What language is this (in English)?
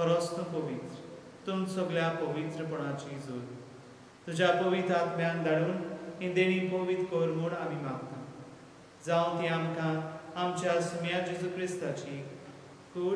Konkani